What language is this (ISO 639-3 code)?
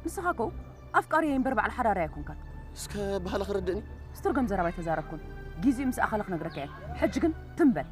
tir